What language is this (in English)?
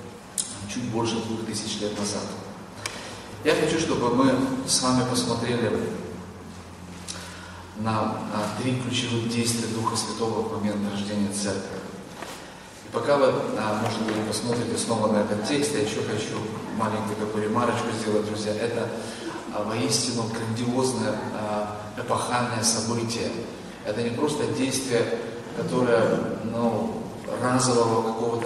Russian